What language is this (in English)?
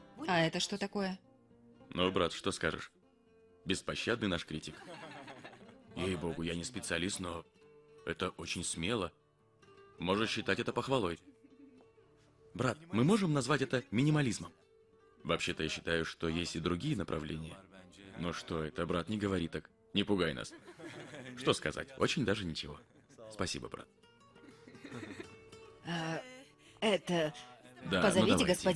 Russian